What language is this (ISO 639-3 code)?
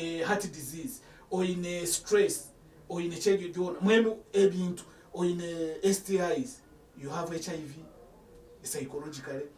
nyn